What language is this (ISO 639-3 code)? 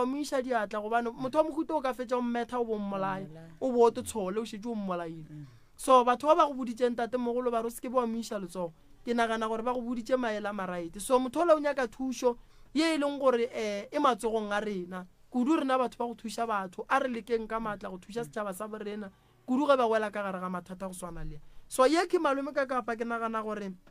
nso